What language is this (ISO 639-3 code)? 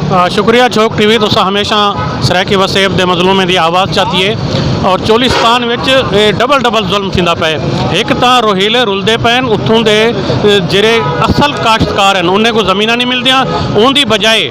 skr